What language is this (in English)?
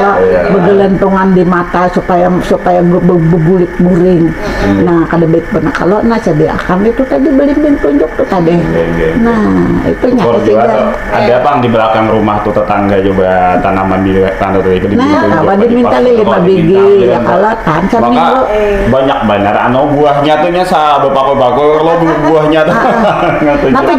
Banjar